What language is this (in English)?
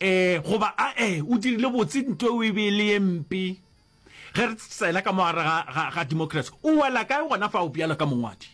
Northern Sotho